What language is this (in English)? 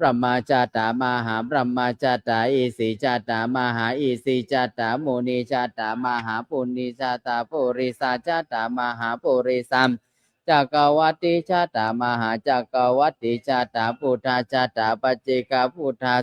Pali